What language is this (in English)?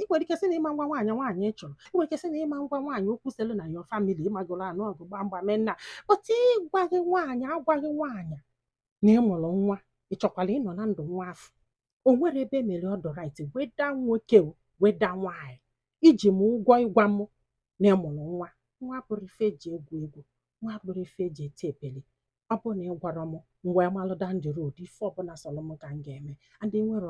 Igbo